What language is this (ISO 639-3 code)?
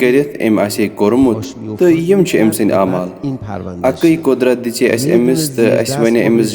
kas